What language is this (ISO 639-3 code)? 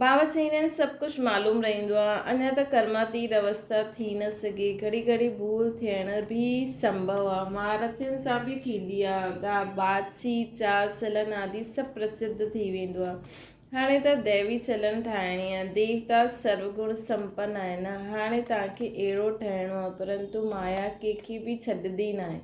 snd